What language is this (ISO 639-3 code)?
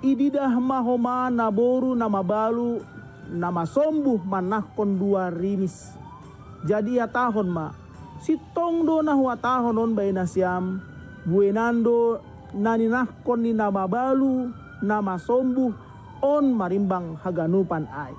bts